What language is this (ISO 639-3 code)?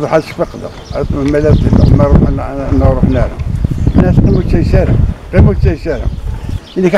kab